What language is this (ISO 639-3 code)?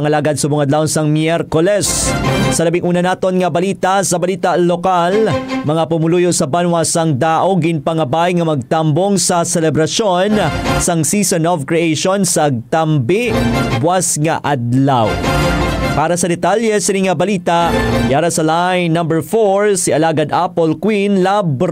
hil